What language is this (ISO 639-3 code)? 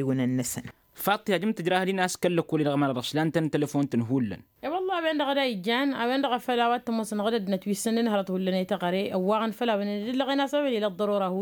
taq